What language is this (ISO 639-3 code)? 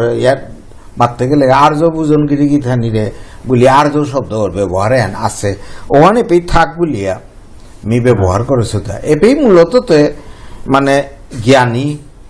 bpy